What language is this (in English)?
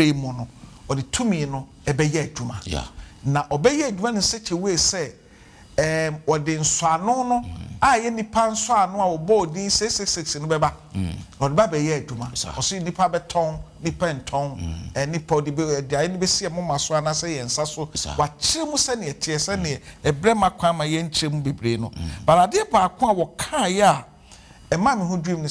Akan